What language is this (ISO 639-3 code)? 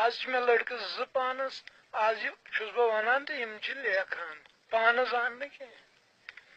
kas